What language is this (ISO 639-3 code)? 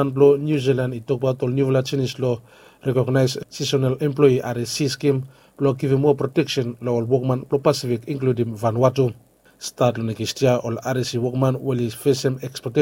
bis